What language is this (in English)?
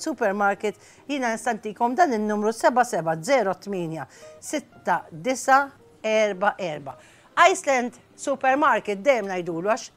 Maltese